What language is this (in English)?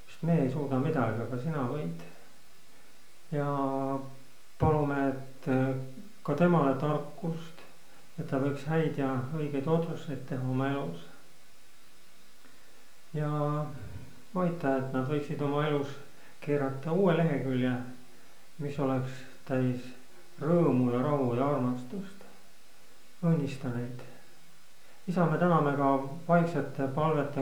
Estonian